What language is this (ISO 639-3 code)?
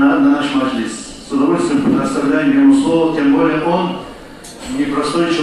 kum